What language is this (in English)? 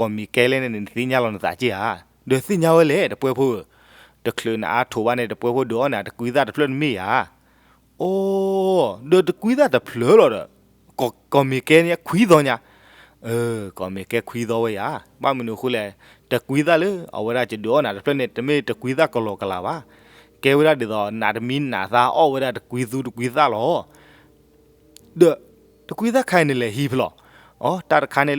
S'gaw Karen